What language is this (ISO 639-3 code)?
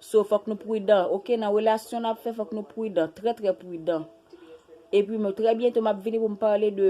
hat